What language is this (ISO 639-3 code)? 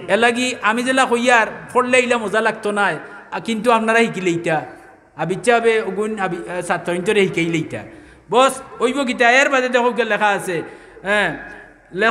syl